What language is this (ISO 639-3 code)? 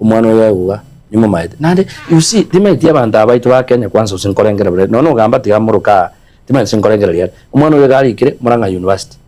guz